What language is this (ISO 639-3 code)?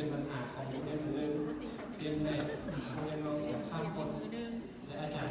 lao